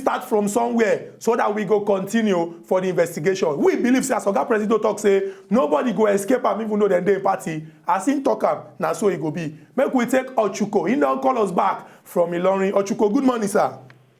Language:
Nigerian Pidgin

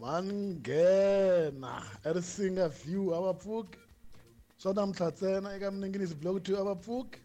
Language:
Tsonga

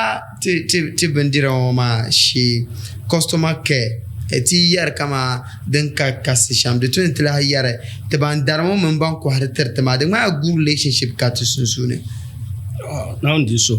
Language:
Dagbani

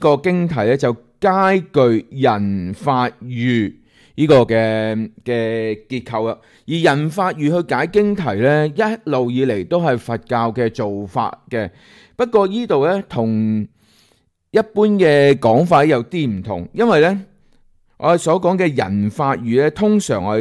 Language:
Cantonese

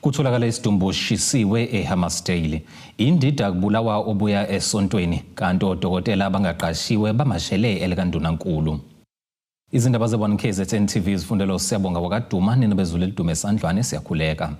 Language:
Zulu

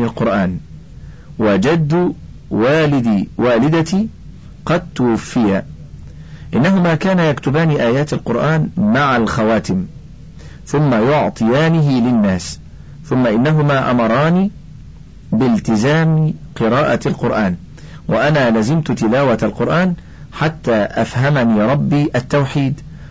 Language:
Arabic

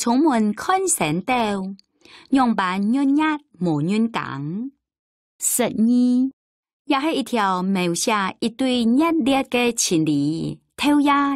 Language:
Hakka Chinese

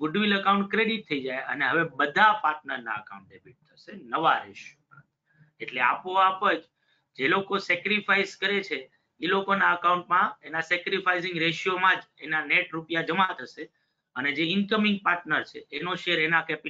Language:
Gujarati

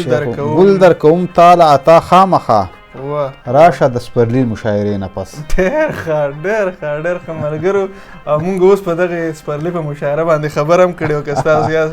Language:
Pashto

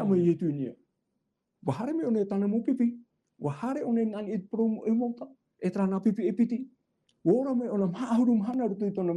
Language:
Tahitian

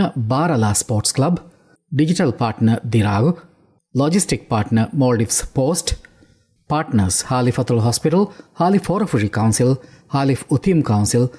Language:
Divehi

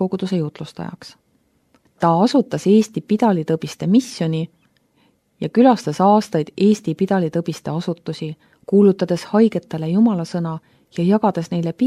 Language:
Estonian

